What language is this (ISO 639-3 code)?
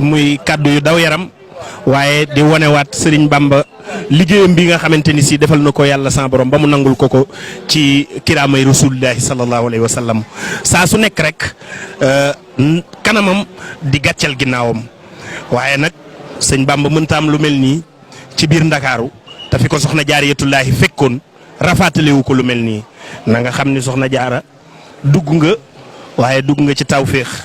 wol